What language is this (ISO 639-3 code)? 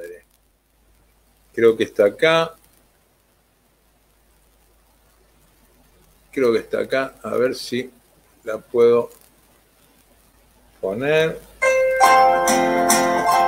spa